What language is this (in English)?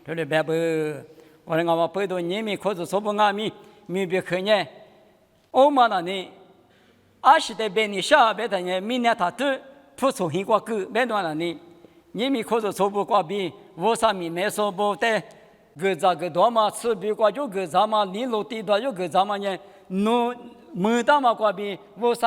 Lisu